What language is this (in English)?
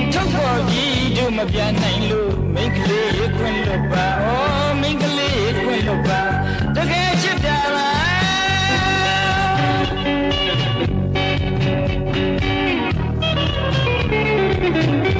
Burmese